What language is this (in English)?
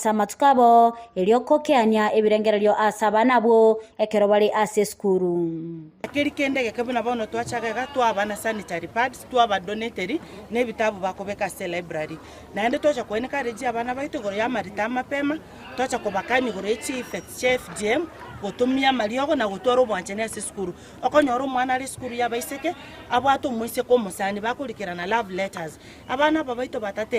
Gusii